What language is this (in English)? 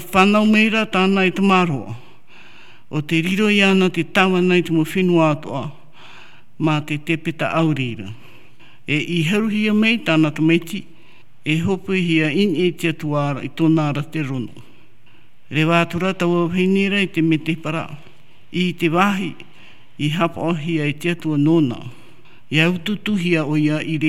Tahitian